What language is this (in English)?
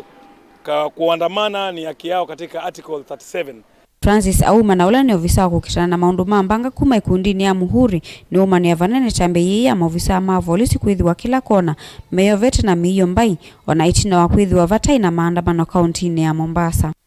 Kamba